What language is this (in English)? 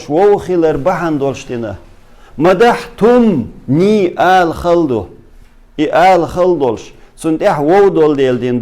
Chechen